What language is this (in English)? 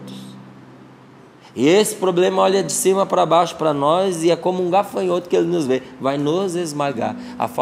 Portuguese